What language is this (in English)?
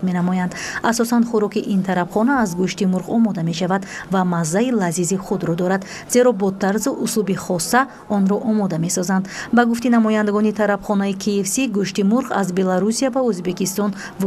Tajik